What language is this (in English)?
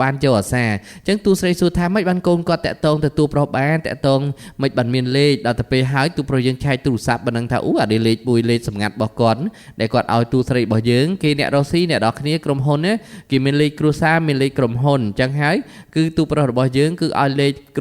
Khmer